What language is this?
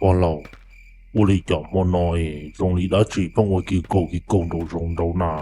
Hmong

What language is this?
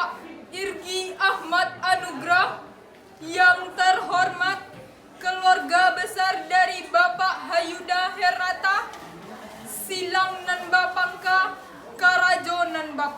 Minangkabau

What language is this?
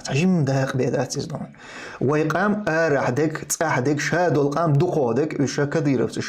Chechen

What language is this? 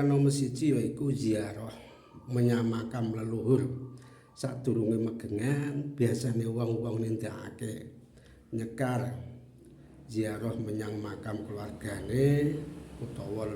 Javanese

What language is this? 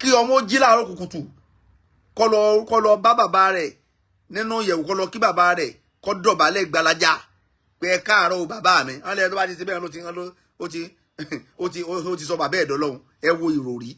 Yoruba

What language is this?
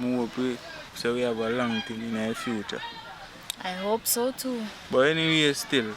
Jamaican Creole English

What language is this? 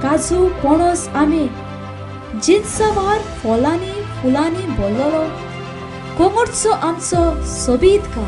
Konkani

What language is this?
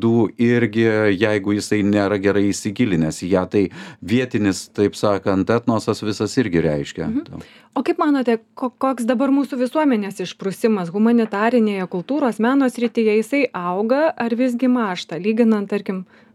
Lithuanian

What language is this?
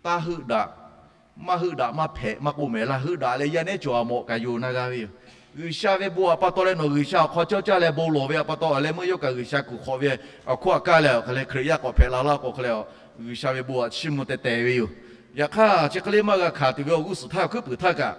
Lahu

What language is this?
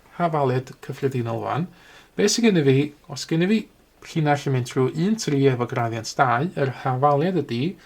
Welsh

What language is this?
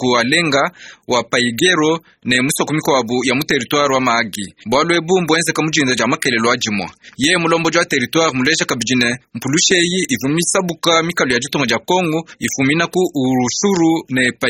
Luba-Lulua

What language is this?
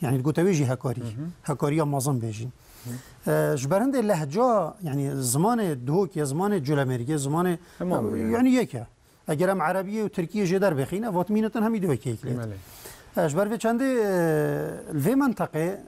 Kurdish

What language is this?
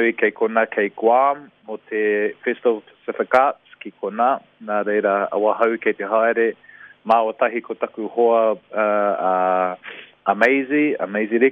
Māori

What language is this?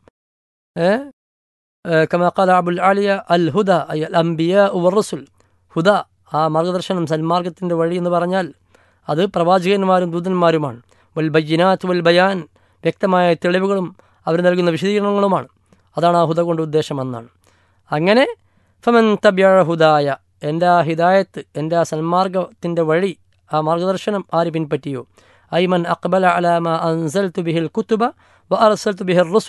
Malayalam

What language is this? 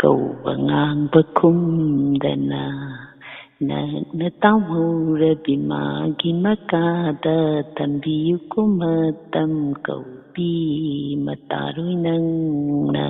Manipuri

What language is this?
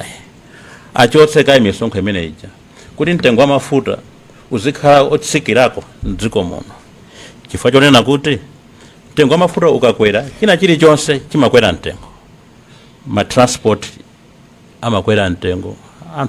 Nyanja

